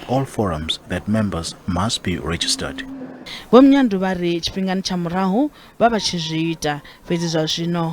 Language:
Venda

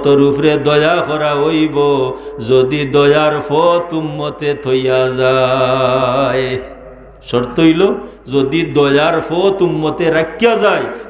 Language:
Sylheti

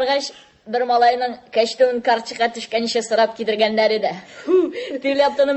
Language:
Tatar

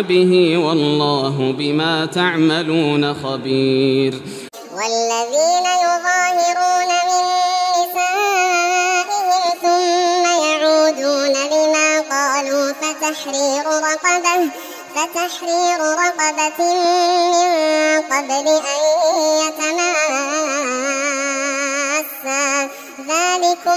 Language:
Arabic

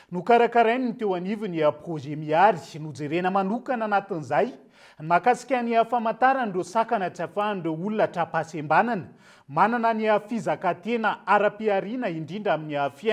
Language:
Malagasy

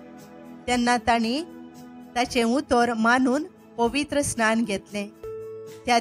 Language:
Konkani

